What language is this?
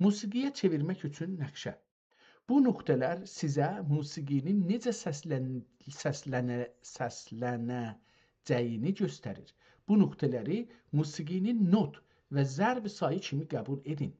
South Azerbaijani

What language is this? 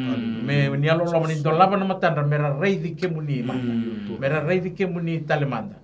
Fijian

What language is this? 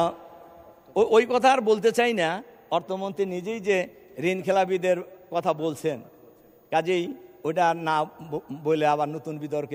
Bangla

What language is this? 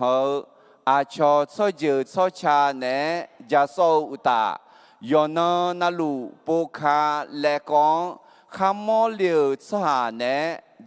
Akha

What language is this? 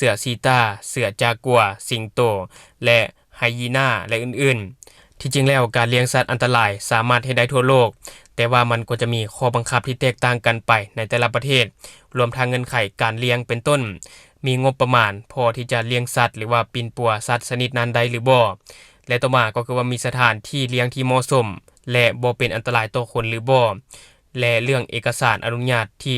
Lao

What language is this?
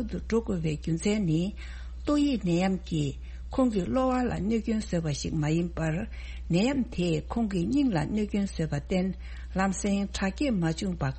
Tibetan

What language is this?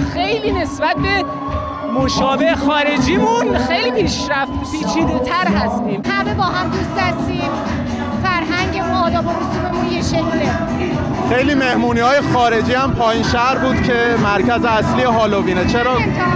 Persian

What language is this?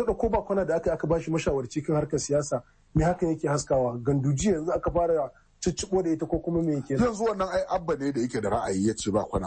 Hausa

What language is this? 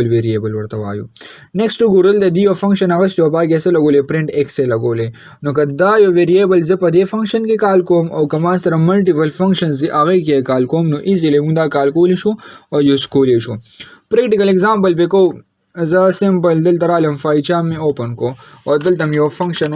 Pashto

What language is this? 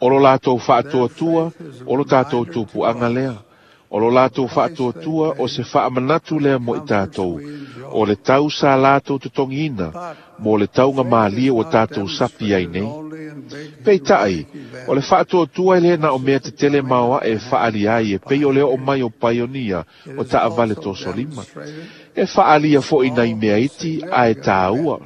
Samoan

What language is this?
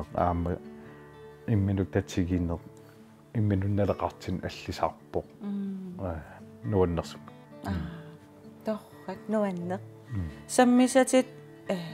Kalaallisut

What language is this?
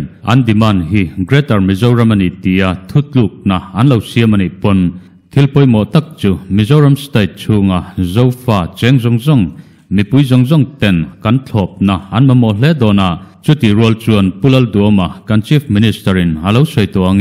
Mizo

